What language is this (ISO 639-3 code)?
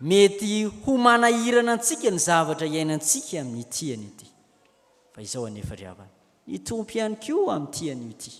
mlg